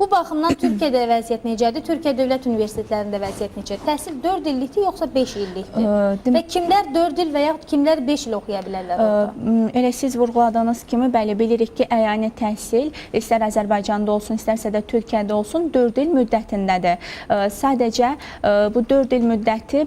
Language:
Azerbaijani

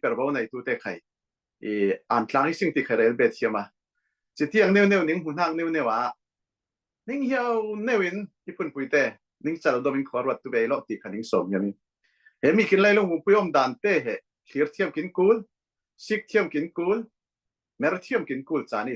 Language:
Falam Chin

